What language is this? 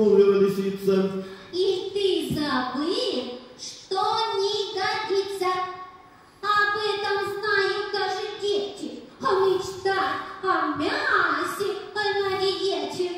Russian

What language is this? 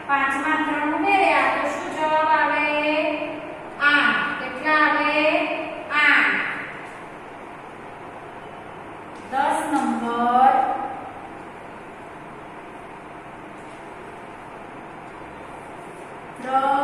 Gujarati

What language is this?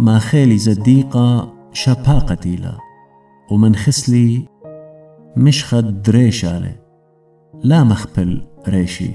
Assyrian Neo-Aramaic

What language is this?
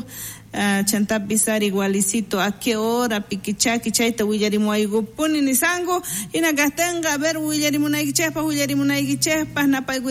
South Bolivian Quechua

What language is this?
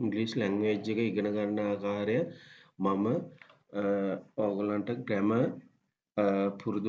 Sinhala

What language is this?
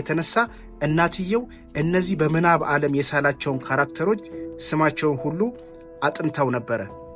Amharic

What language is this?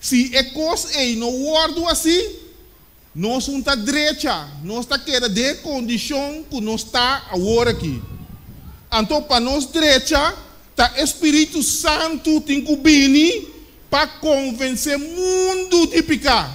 Papiamento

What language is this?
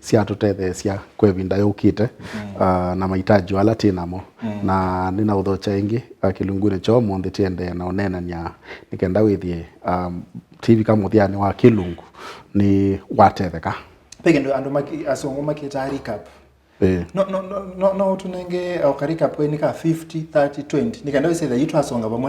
Kamba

